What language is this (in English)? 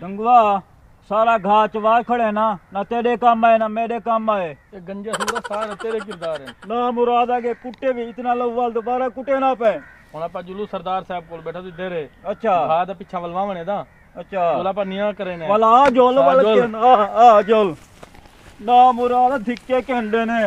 Saraiki